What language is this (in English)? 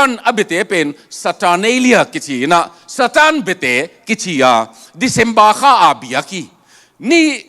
Tedim Chin